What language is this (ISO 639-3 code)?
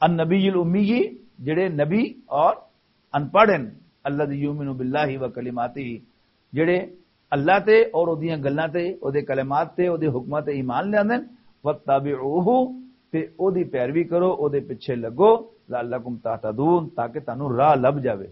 lah